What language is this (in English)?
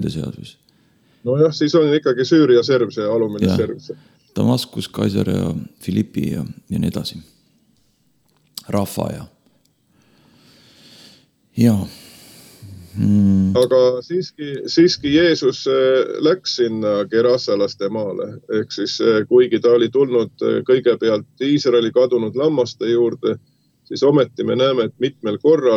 Estonian